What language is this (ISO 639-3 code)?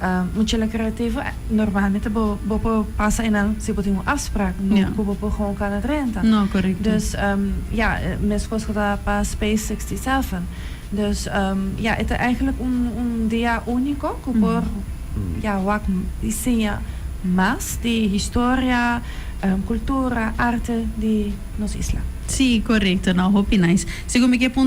pap